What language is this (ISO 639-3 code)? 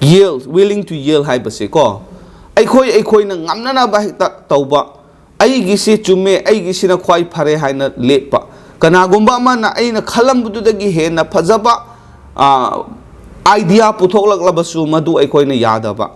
mni